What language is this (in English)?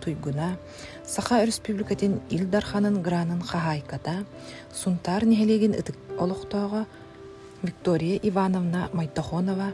Yakut